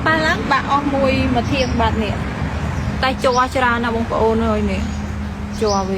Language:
Khmer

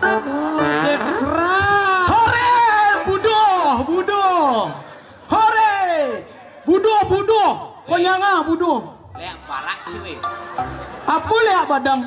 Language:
Balinese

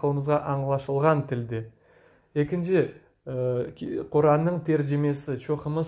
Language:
Crimean Tatar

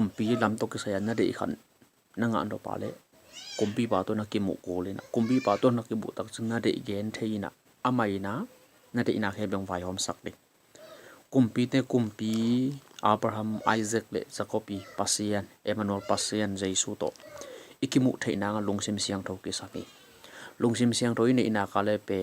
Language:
Tedim Chin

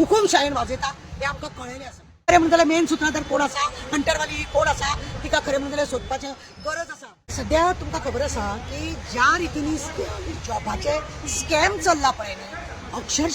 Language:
Konkani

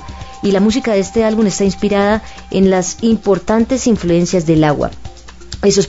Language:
Spanish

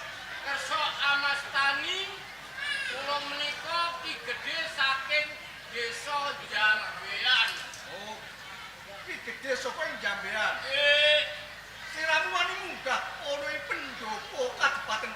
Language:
Javanese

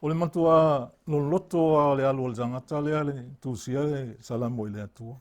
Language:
Samoan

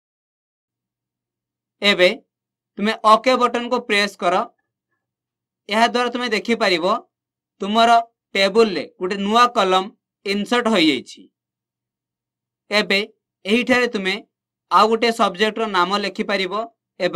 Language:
Odia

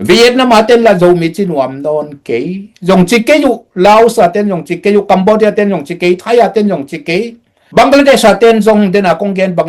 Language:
Tedim Chin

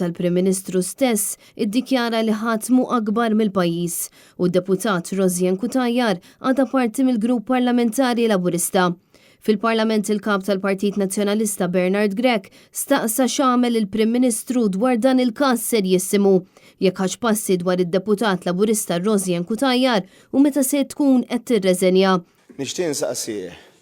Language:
Maltese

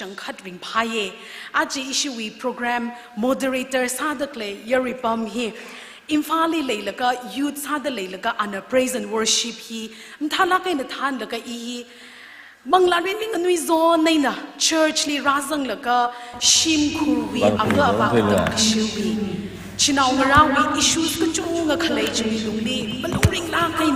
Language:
Tangkhul Naga (India)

